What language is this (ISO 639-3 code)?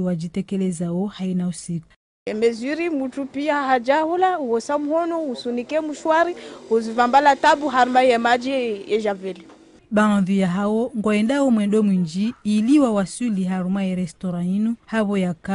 zdj